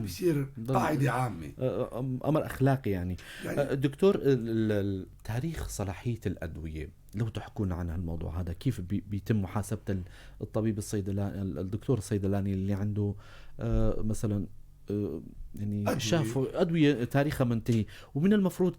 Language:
North Levantine Arabic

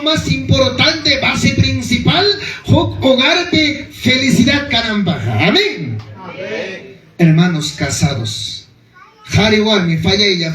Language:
Ayacucho Quechua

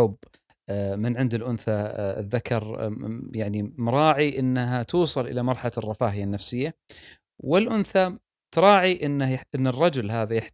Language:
Gulf Arabic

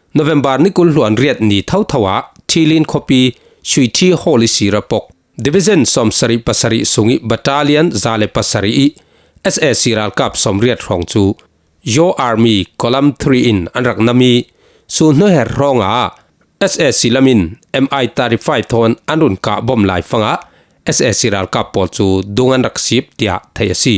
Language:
Falam Chin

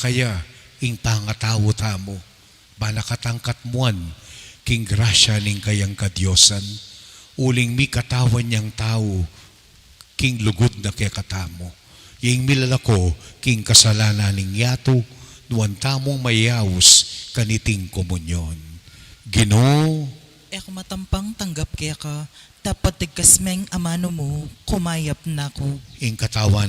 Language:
Pampanga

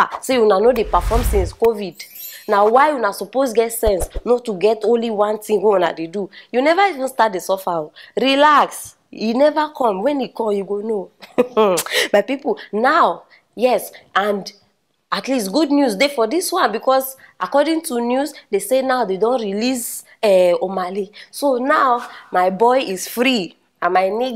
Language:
Nigerian Pidgin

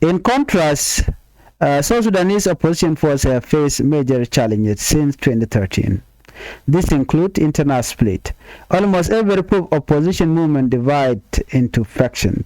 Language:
Nuer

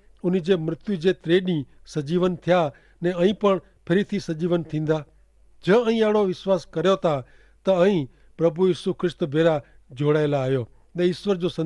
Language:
Kachhi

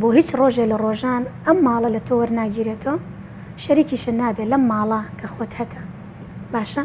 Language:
Central Kurdish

